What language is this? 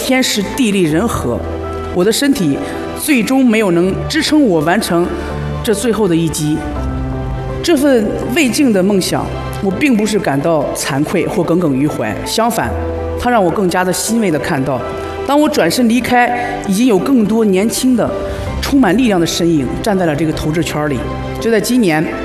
Chinese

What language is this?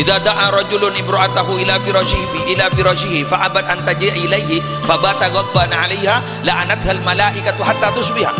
Madurese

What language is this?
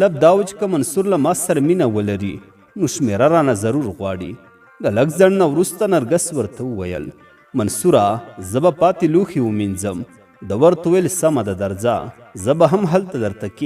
Pashto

